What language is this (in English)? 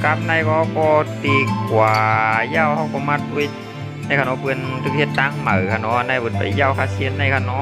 Shan